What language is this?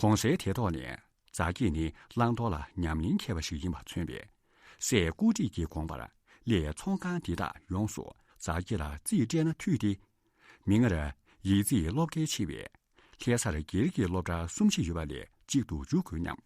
Tibetan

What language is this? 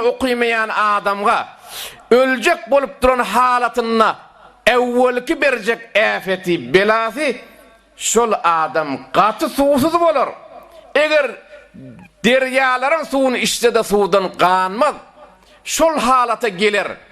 Turkmen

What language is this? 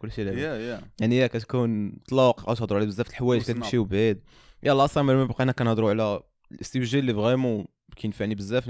Moroccan Arabic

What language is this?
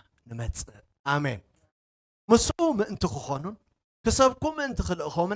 Tigrinya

